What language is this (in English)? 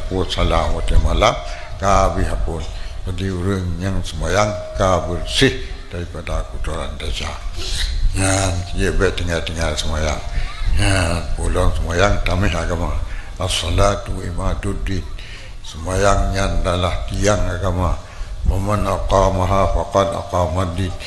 Achinese